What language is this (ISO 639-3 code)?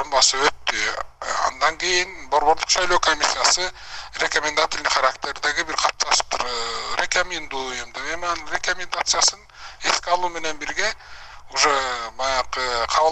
kir